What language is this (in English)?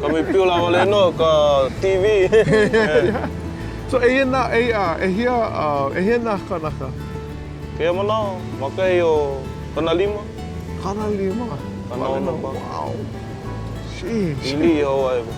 Hawaiian